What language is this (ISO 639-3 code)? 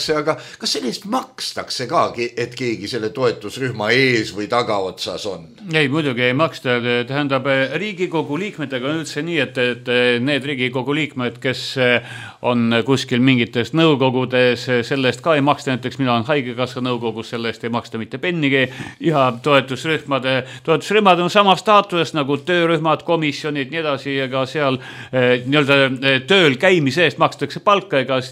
est